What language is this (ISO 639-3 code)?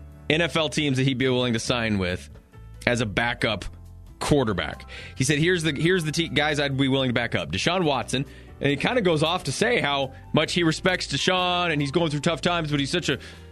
eng